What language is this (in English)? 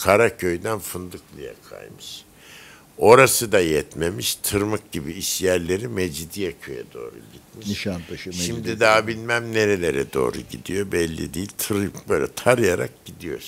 Turkish